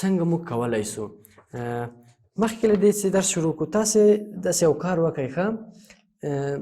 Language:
Pashto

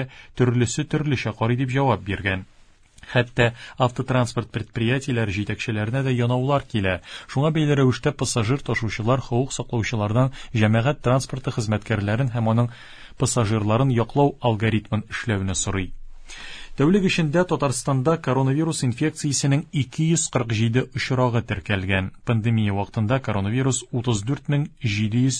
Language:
Tatar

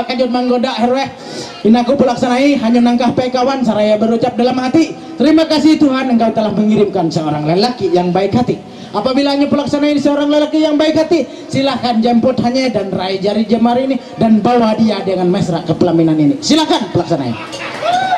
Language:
Ma'anyan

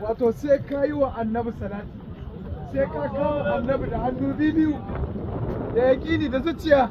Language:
Hausa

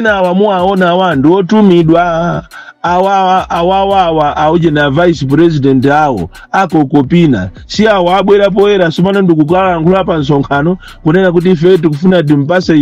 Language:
Nyanja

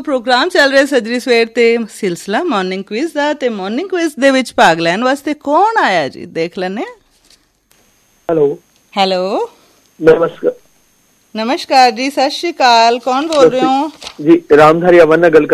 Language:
Punjabi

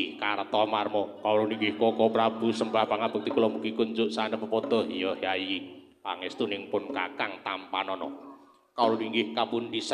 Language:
Javanese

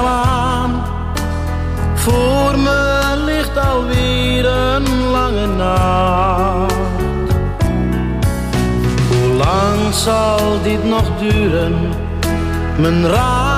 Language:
Dutch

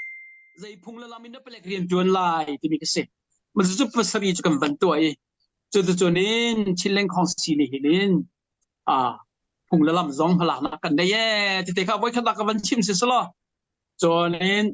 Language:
Hakha Chin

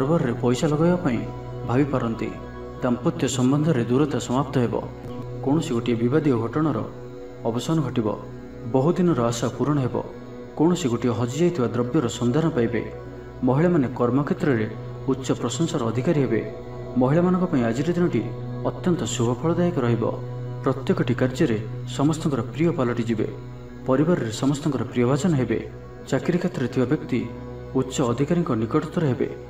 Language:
Odia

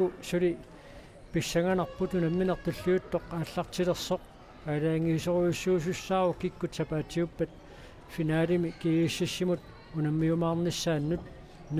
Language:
Kalaallisut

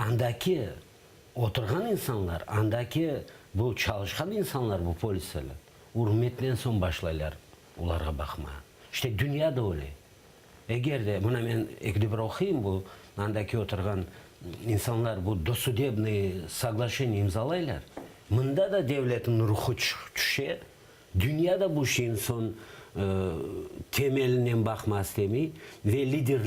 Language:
Crimean Tatar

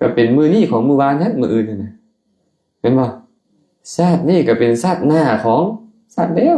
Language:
Lao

